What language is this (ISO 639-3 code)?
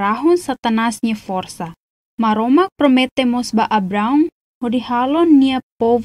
tet